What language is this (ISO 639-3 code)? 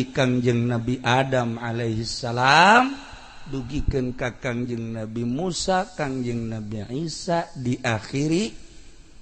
sun